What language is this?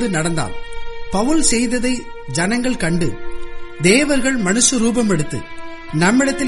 Tamil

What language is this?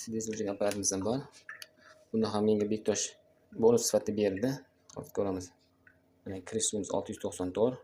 Uzbek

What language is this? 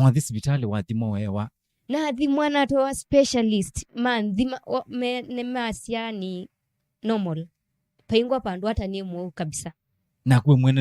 Kamba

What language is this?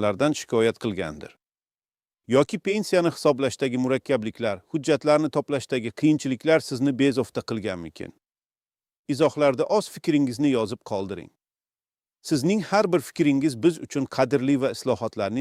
Uzbek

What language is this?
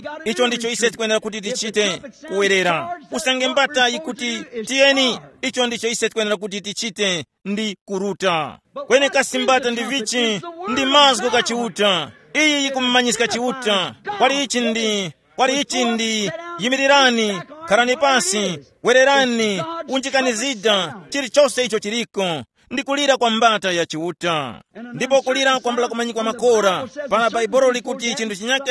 Tumbuka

